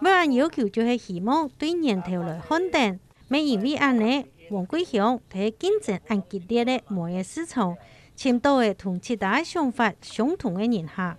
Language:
Hakka Chinese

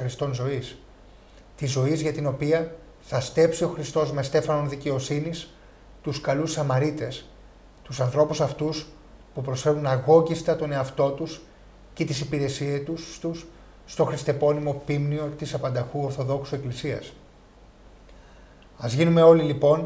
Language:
Greek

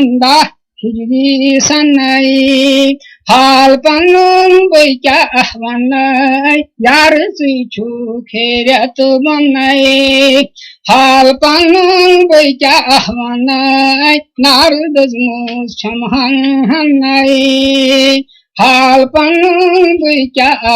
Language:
Kashmiri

